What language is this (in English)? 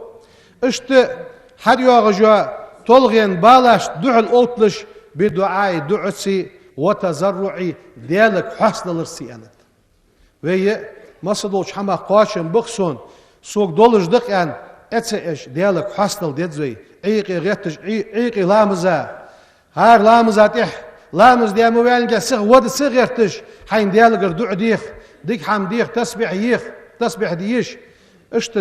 Ingush